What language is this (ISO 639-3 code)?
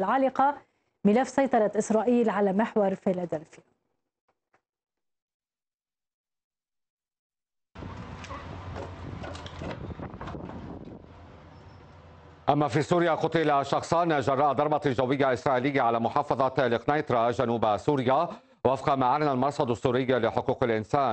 ara